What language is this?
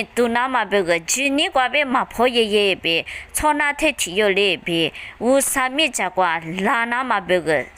Lisu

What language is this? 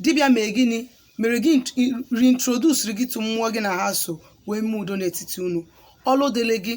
Igbo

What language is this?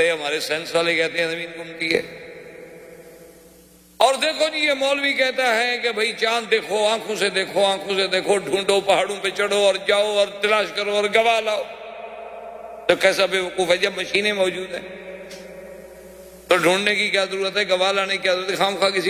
Urdu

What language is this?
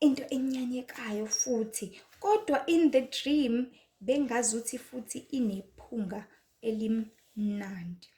Zulu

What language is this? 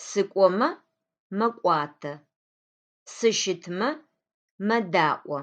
Adyghe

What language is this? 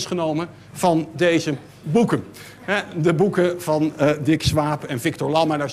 Dutch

